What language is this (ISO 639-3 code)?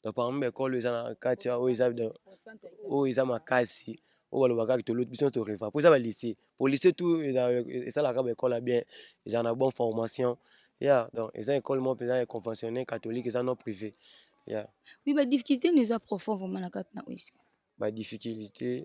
lin